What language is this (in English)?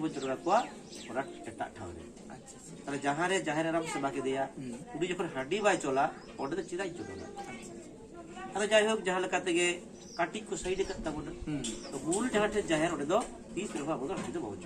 Santali